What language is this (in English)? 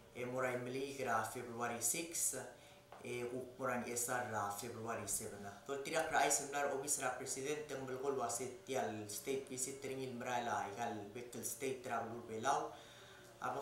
Palauan